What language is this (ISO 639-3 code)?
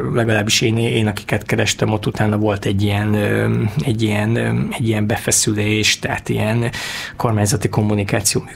hun